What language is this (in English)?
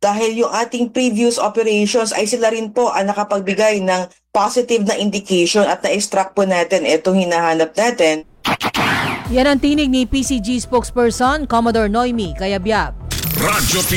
Filipino